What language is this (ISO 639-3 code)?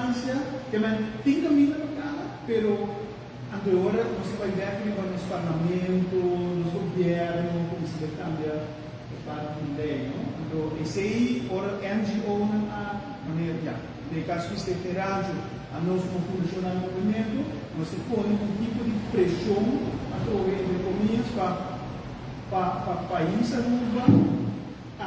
pap